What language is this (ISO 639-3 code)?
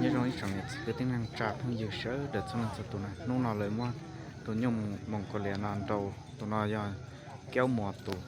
hmn